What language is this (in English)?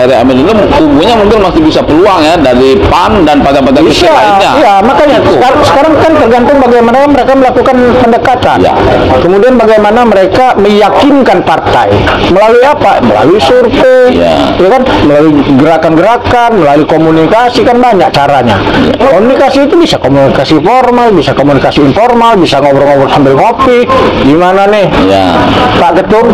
Indonesian